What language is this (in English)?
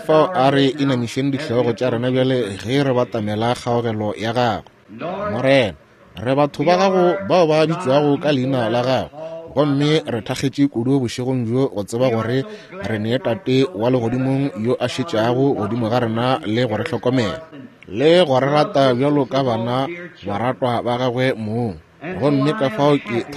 Northern Sotho